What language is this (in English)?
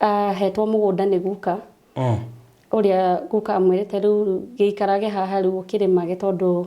Kikuyu